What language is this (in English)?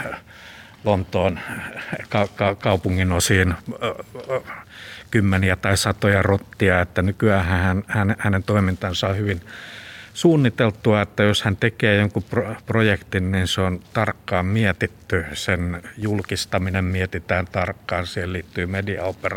Finnish